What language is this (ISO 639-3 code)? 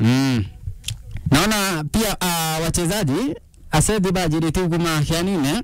mer